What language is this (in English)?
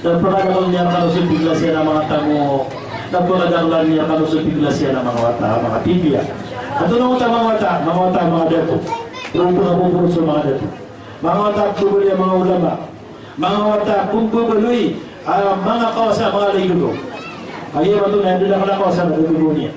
Maranao